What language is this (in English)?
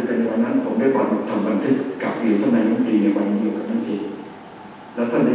Thai